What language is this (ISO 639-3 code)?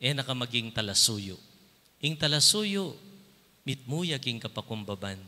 pam